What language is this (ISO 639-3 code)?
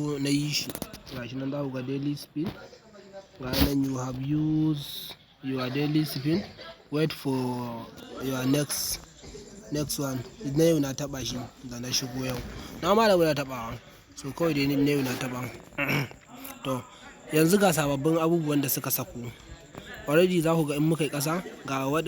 hau